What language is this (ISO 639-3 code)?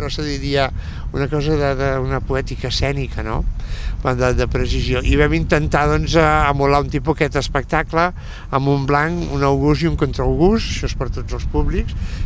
cat